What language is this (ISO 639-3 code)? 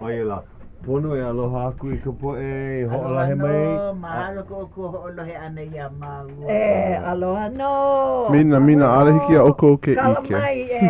haw